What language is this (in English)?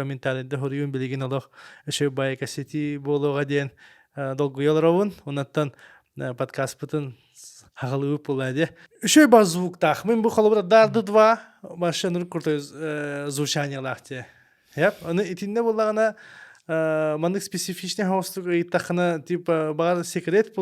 Yakut